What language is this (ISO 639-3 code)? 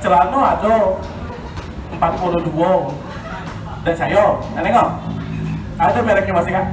mui